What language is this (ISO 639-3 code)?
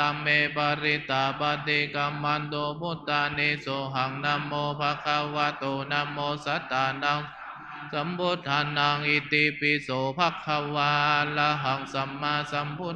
pli